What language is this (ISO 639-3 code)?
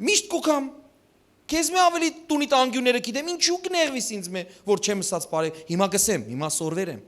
hyw